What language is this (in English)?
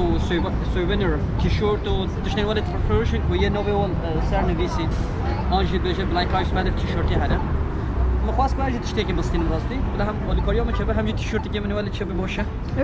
Kurdish